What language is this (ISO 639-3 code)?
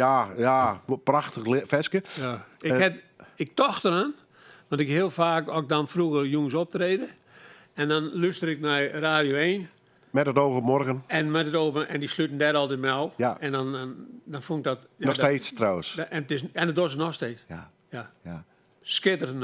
fry